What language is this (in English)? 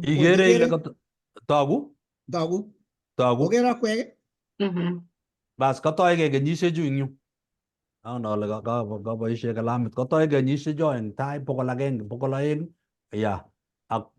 Kalenjin